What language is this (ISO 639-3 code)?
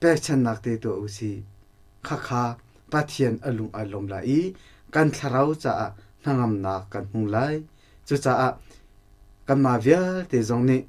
cnh